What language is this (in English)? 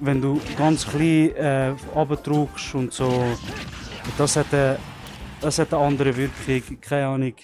Swiss German